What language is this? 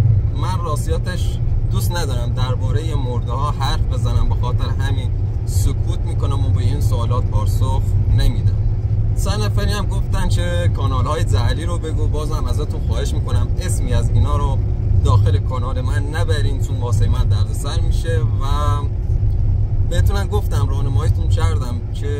Persian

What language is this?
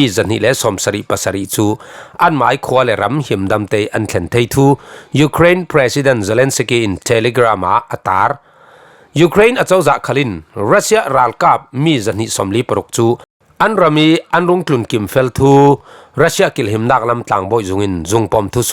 Falam Chin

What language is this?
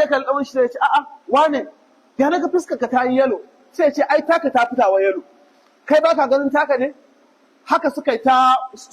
Hausa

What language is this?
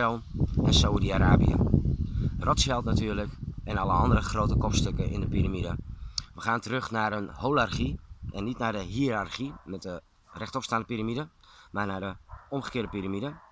Dutch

